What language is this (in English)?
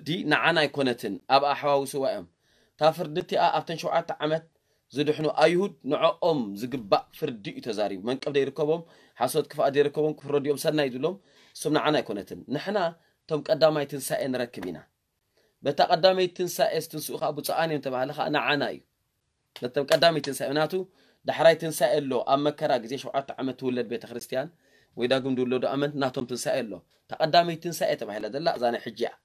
Tigrinya